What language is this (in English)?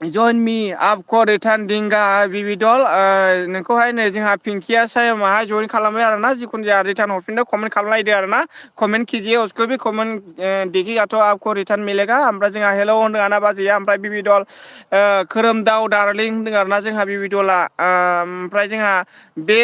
Bodo